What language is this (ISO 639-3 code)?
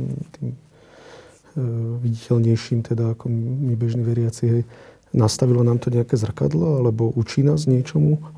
slk